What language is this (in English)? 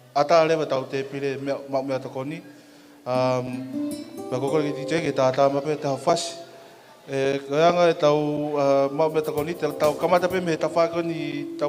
Tongan